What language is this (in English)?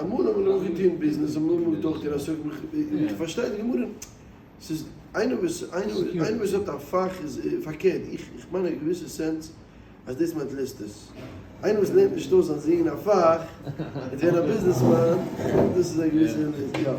Yiddish